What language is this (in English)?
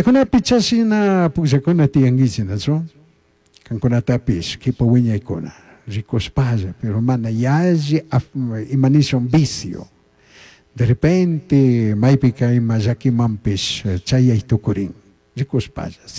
Chimborazo Highland Quichua